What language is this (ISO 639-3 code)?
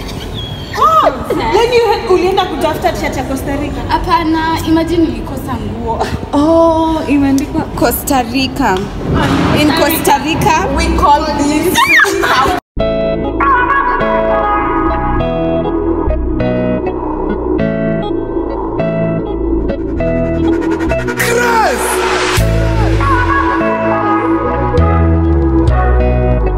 swa